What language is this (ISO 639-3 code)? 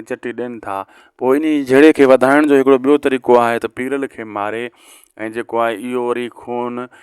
snd